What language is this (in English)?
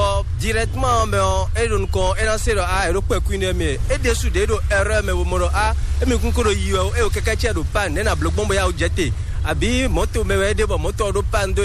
Fon